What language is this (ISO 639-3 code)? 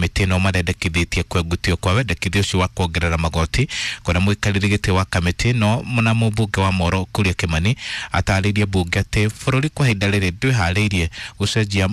kik